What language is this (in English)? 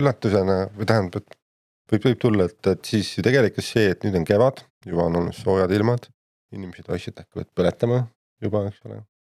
Estonian